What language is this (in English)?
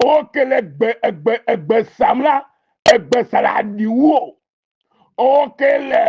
Ewe